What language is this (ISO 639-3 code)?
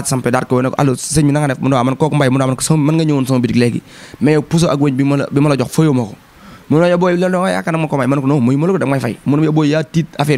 wol